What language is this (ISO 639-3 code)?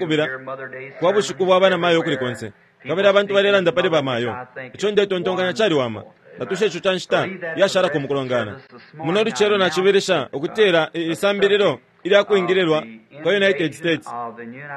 bem